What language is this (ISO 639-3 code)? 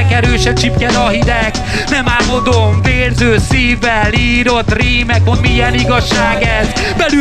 hun